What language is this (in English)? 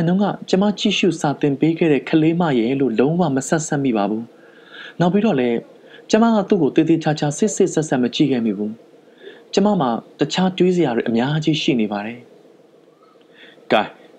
Burmese